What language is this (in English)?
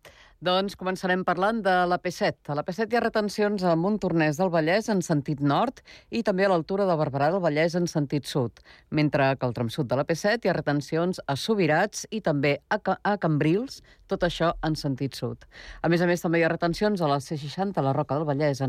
Catalan